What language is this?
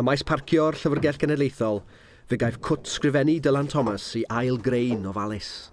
Welsh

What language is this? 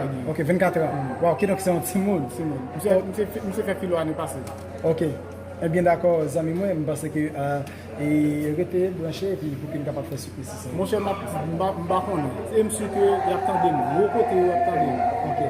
Haitian Creole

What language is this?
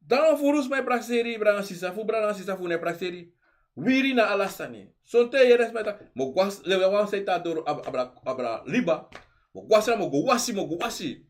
Sranan Tongo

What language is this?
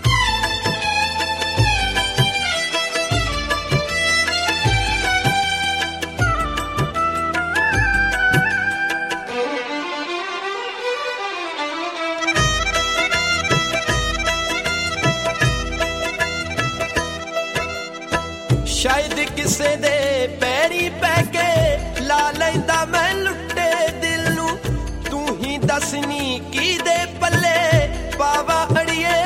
Punjabi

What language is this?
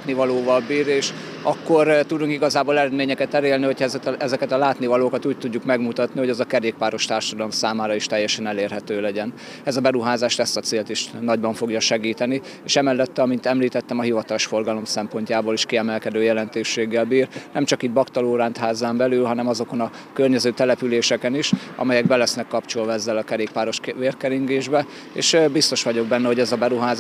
Hungarian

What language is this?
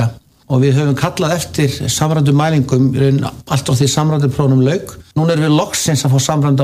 Icelandic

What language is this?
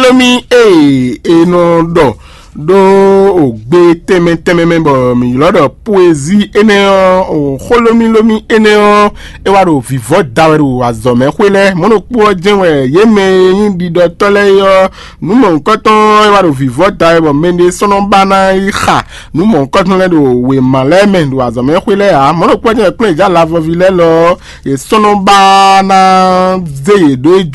Fon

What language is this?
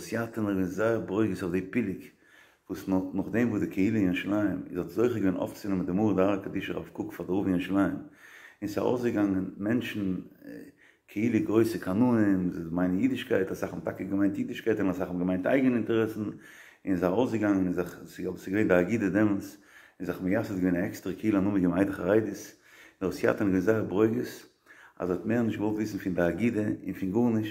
Yiddish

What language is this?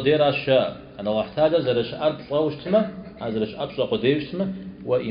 Kabardian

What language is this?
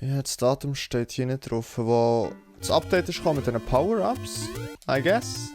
Swiss German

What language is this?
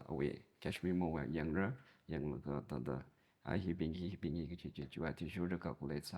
Tangkhul Naga (India)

